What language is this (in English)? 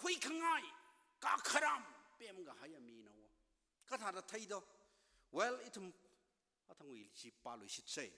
Tangkhul Naga (India)